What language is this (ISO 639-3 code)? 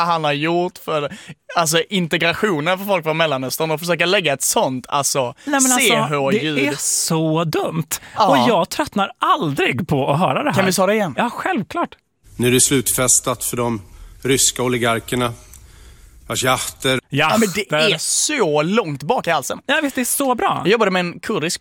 swe